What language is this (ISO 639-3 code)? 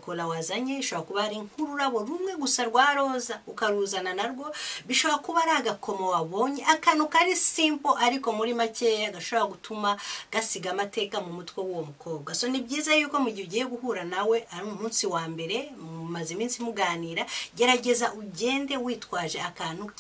kin